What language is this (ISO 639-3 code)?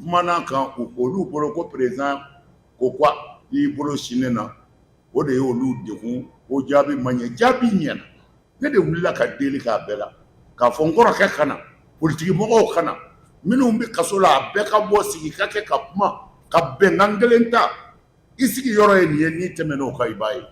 bam